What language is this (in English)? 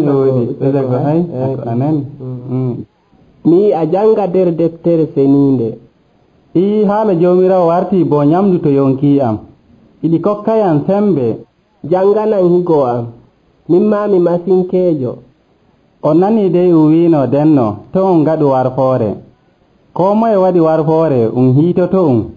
Nigerian Fulfulde